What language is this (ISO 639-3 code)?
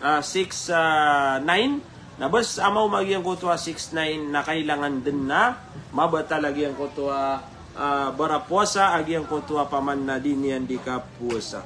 mrw